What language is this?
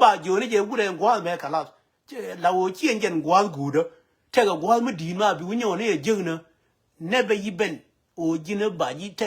Nuer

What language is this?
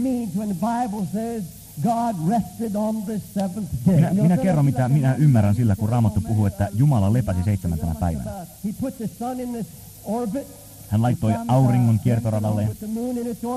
Finnish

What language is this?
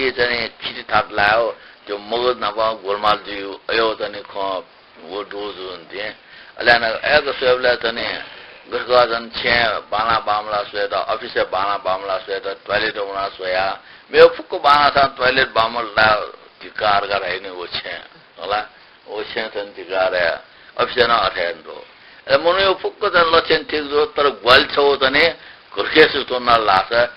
Newari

